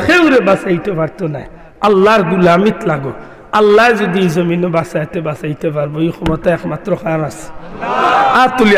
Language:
Sylheti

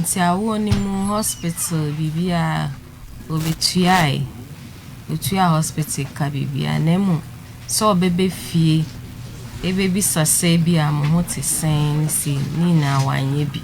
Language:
Akan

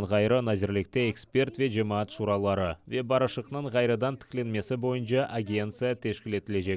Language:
Crimean Tatar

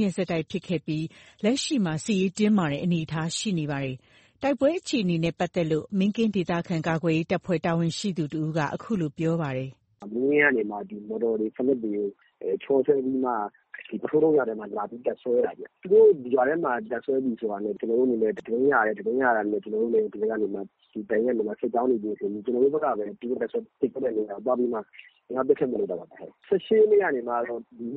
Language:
Burmese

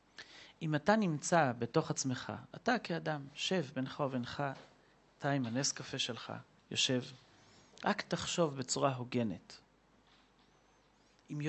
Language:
Hebrew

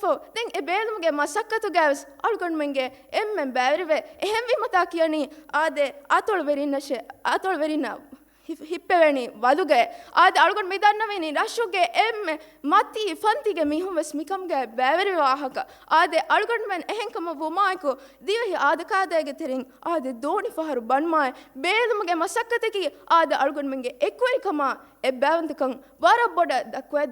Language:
Divehi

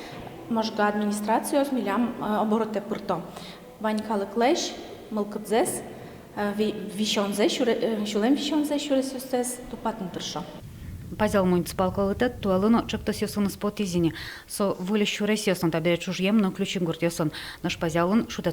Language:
Udmurt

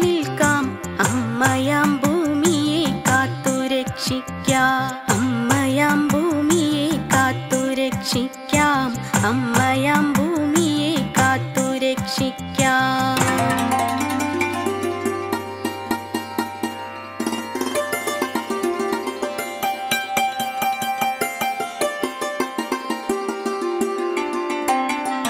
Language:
Malayalam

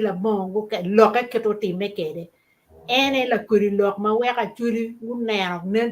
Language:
Acoli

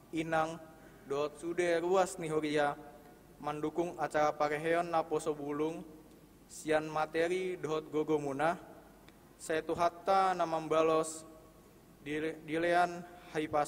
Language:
Batak Toba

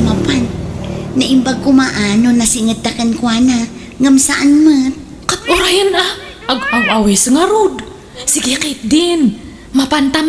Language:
Iloko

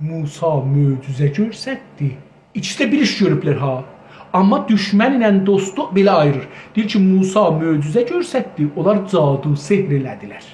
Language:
South Azerbaijani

